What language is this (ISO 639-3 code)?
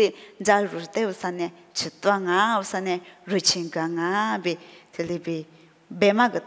lis